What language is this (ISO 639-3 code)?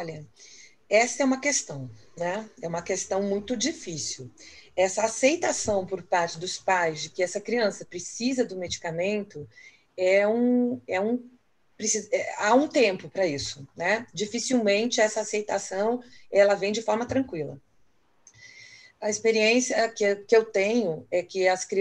por